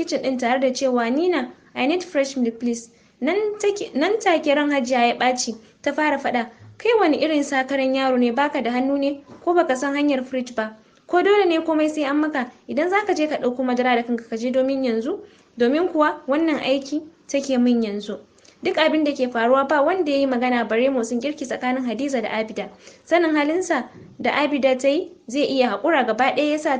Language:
Hausa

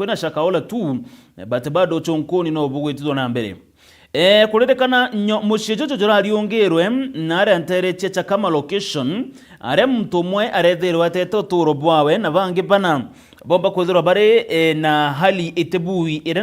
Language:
Meru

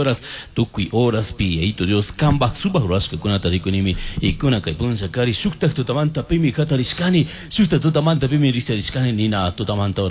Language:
Chimborazo Highland Quichua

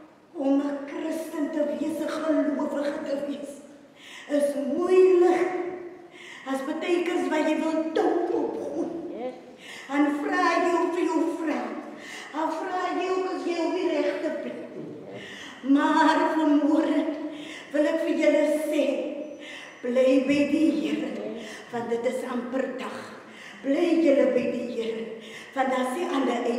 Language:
Afrikaans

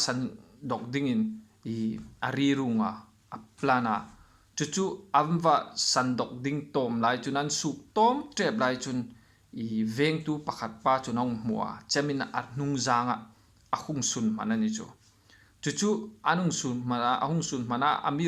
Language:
Hmar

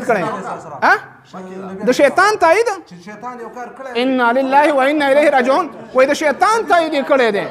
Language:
Pashto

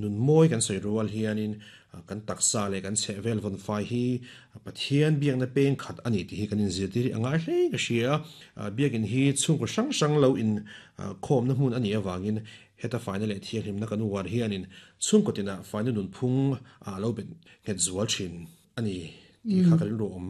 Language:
Mizo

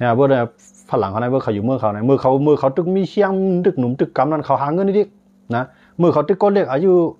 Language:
Shan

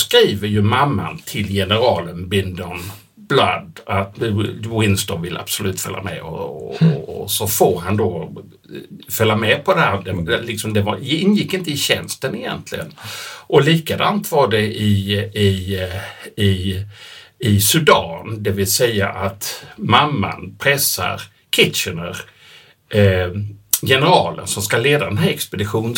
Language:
Swedish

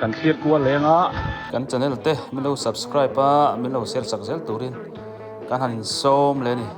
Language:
Biete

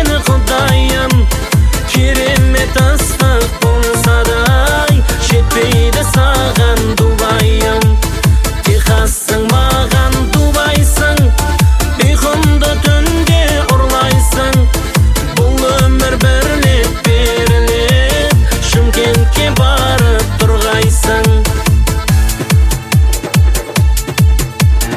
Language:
Kazakh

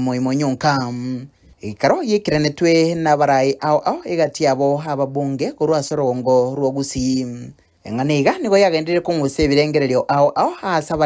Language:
Gusii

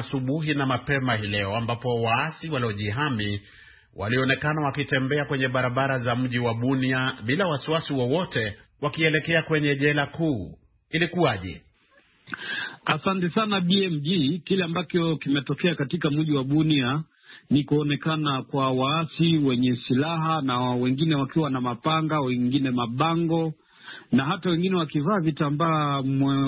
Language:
Swahili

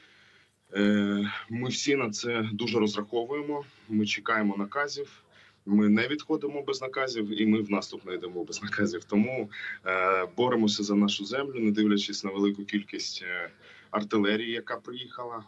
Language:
Ukrainian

